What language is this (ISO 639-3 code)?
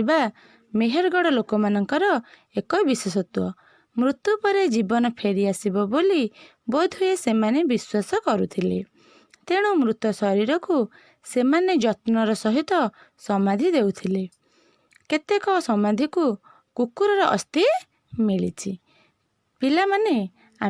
ori